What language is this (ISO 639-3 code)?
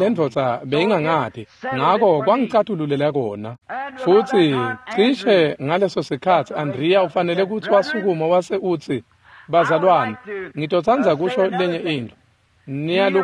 ssw